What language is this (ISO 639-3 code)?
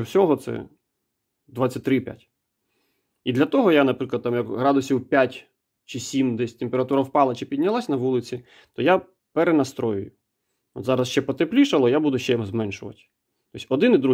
ukr